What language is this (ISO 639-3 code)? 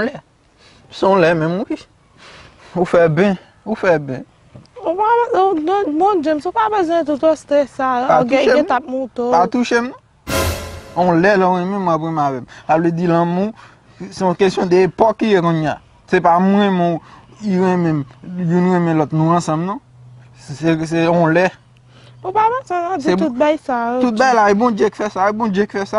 hat